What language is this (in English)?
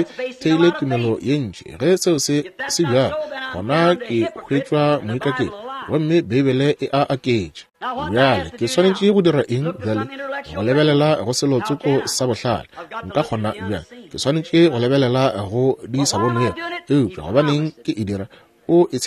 Northern Sotho